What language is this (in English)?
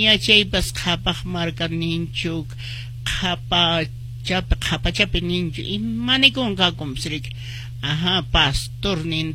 Quechua